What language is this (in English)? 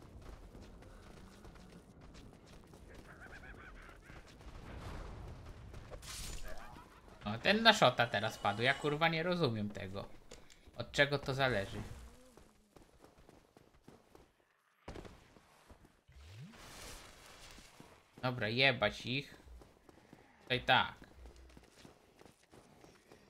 Polish